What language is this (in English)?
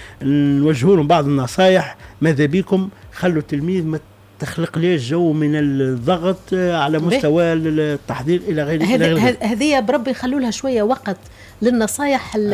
Tunisian Arabic